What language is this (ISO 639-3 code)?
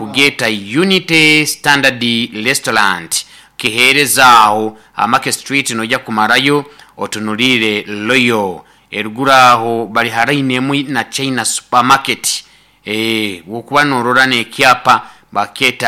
nyo